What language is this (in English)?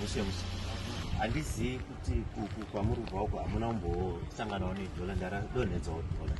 Shona